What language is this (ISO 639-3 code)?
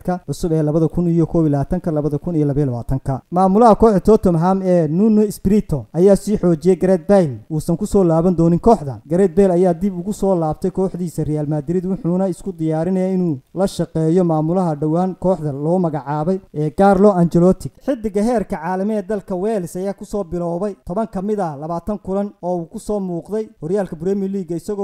som